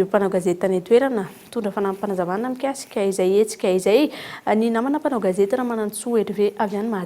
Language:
Malagasy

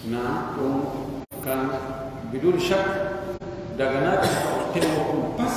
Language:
Pular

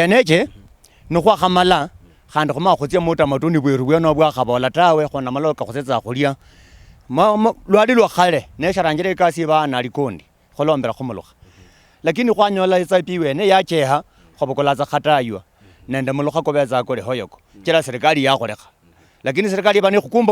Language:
Luyia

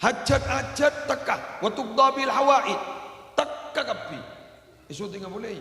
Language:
Madurese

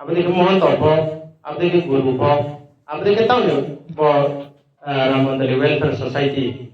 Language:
Riang (India)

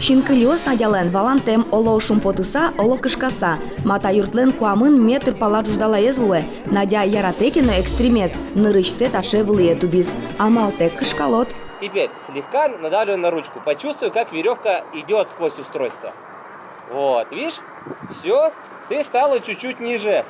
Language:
Udmurt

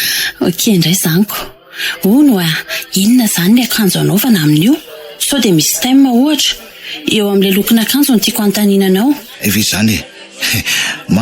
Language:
Malagasy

